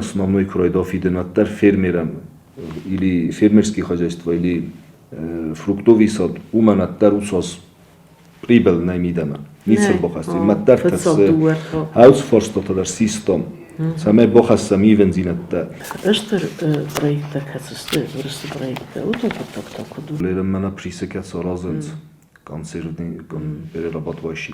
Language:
Ossetic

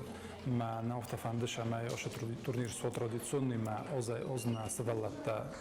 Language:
Ossetic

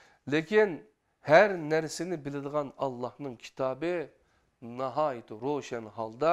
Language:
Uyghur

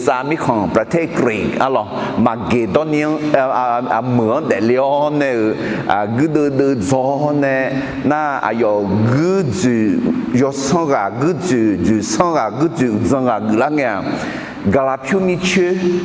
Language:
Akha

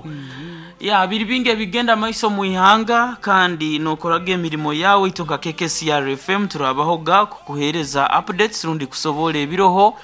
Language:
Nyankole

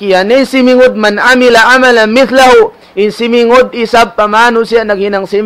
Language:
Tausug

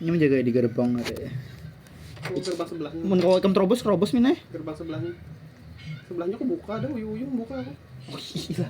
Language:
Banjar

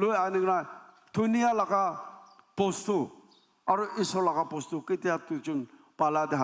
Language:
Naga Pidgin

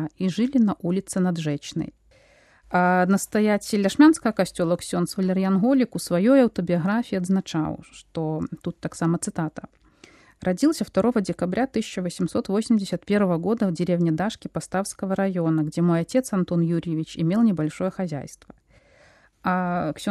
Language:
Belarusian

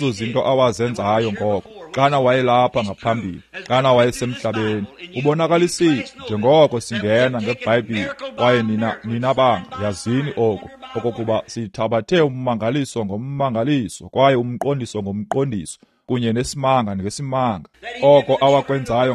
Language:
Xhosa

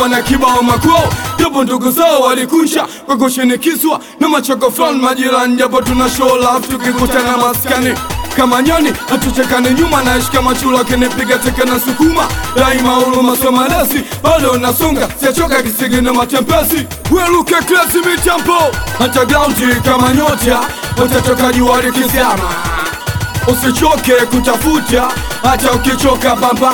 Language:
Swahili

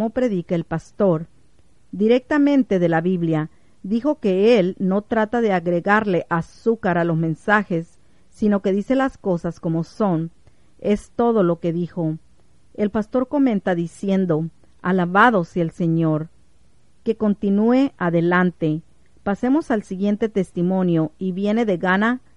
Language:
Spanish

